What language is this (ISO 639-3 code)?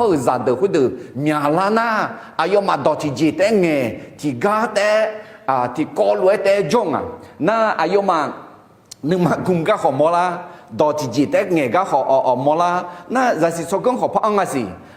ahk